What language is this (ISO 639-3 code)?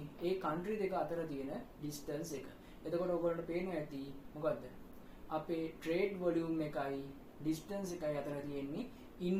sin